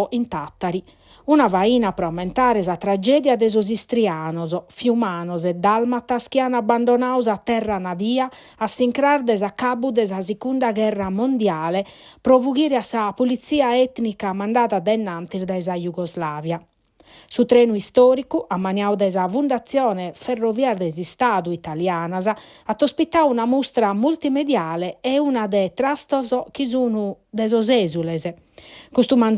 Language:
Sardinian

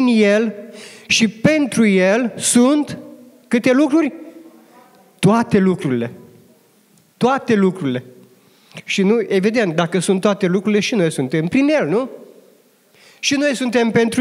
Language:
Romanian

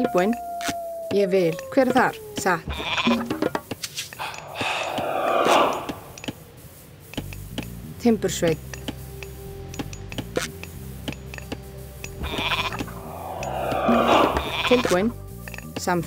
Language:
Icelandic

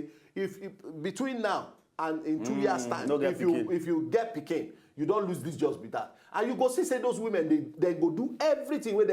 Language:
Nigerian Pidgin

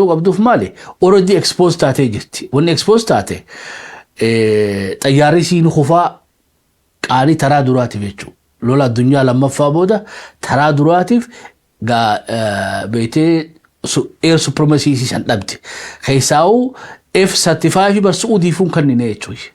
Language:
Oromo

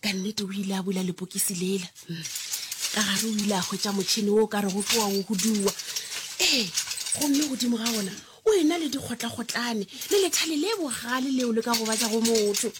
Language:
Northern Sotho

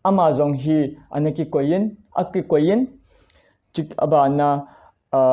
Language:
Thado Chin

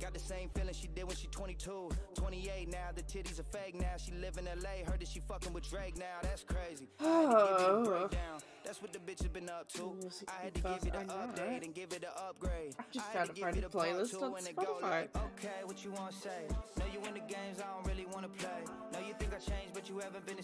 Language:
English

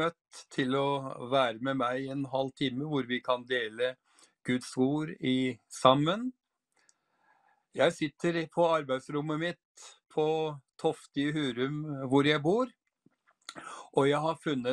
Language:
Norwegian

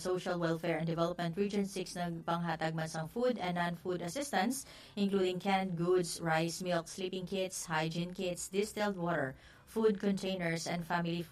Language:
Hiligaynon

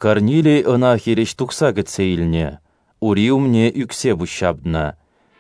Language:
Chuvash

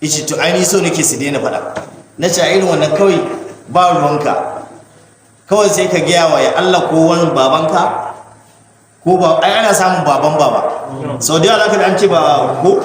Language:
Hausa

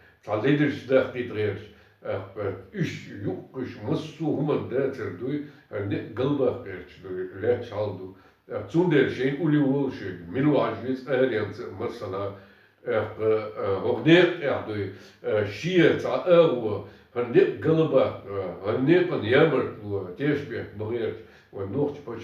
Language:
Chechen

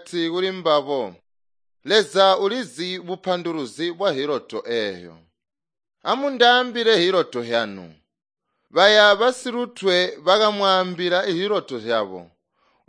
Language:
Tonga (Zambia)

